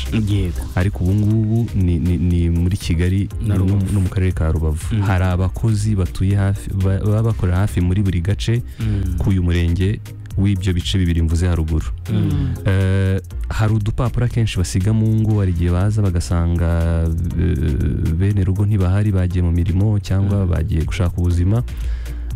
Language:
Kinyarwanda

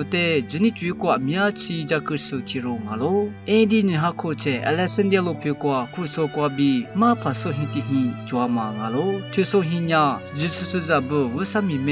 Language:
Lisu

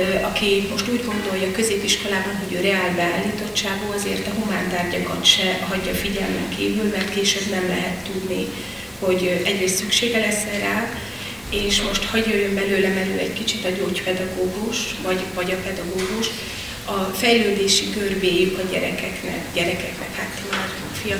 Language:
Hungarian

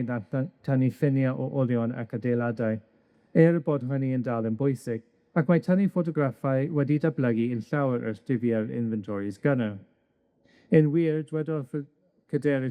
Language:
Welsh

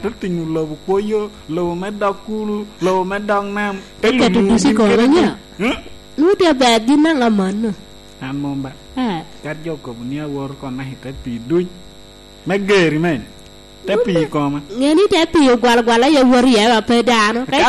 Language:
Lango (Uganda)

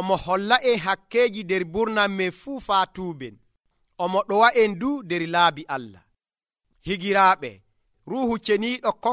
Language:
Nigerian Fulfulde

